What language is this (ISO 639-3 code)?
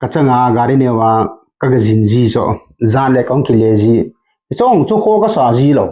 tcz